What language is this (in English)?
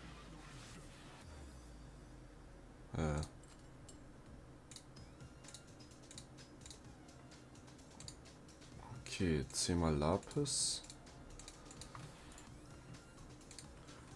German